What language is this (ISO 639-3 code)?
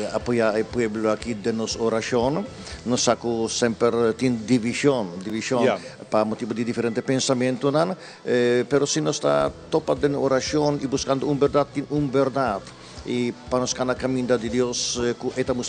pap